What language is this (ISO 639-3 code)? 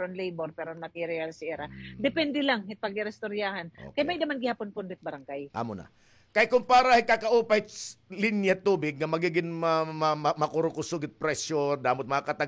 war